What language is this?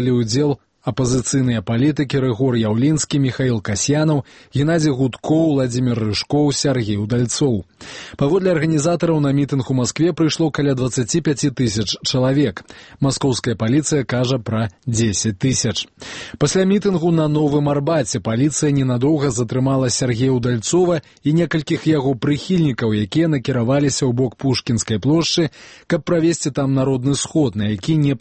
Belarusian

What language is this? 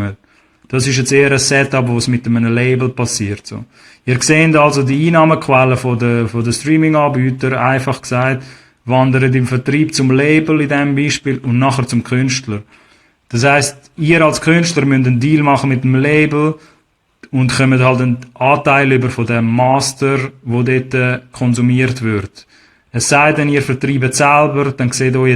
Swiss German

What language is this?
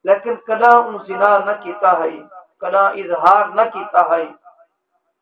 Saraiki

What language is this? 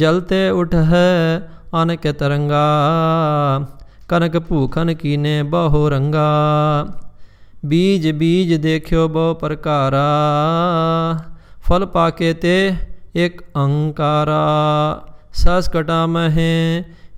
Punjabi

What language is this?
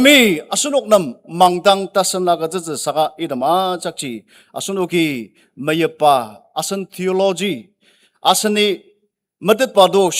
Ao Naga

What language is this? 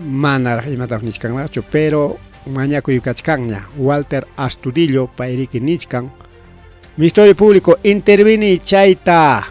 Ayacucho Quechua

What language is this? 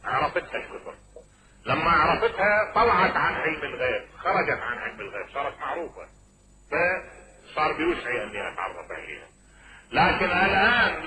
Mesopotamian Arabic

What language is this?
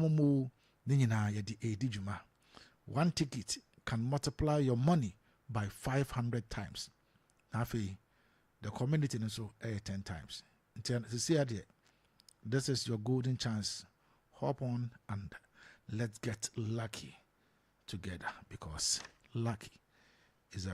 Akan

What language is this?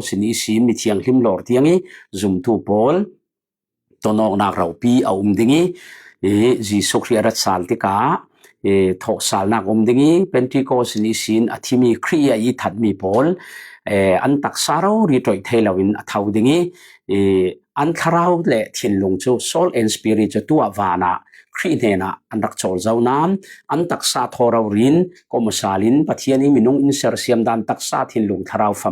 Falam Chin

